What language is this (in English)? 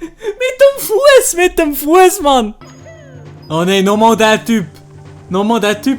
Swiss German